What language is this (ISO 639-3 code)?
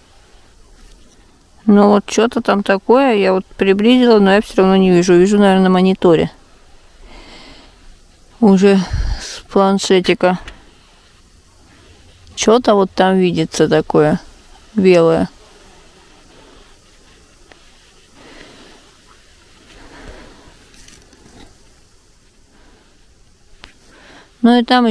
rus